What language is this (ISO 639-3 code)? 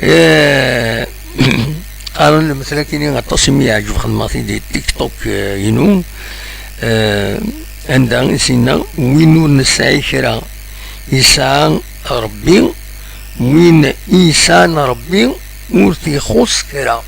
kab